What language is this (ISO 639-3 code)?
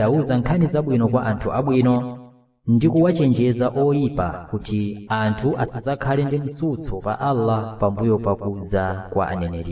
nya